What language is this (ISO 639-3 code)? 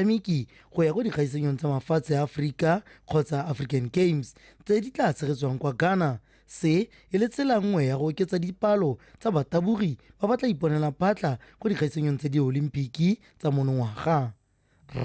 tsn